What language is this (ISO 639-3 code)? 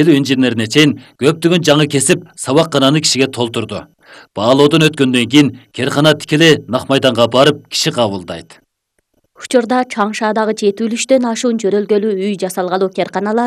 kir